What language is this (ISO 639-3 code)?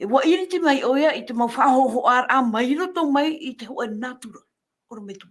tah